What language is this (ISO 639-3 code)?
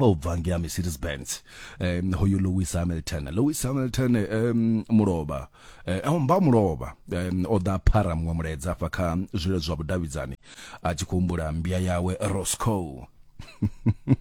ven